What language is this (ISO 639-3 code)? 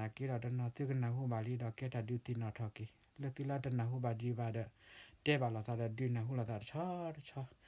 ksw